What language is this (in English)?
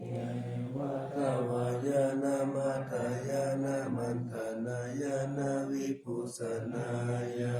Pali